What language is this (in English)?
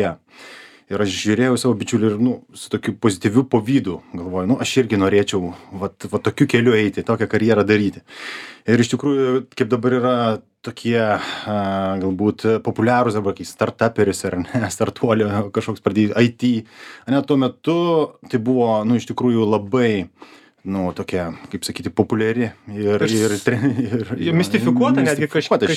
Lithuanian